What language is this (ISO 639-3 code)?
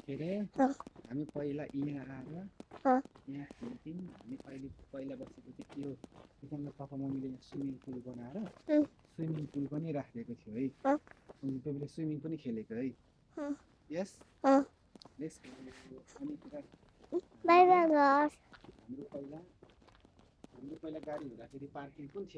nep